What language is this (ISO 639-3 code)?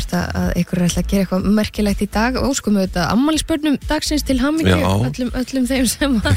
isl